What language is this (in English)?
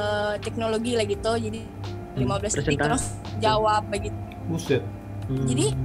Manado Malay